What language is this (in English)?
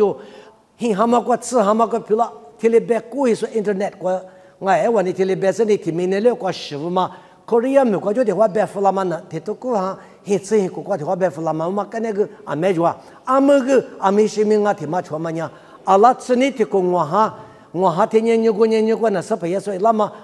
Lisu